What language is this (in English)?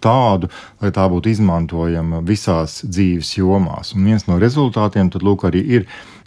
Latvian